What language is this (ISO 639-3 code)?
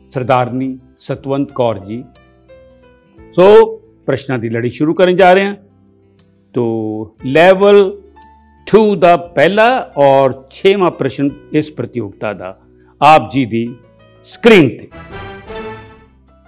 pan